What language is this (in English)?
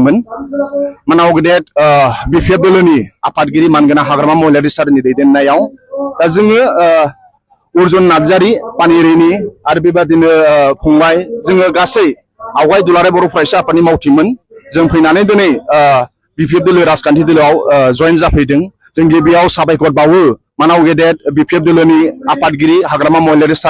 Bodo